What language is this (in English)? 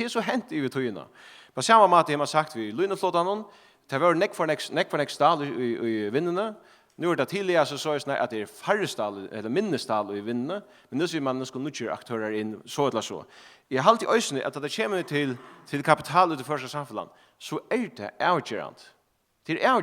Faroese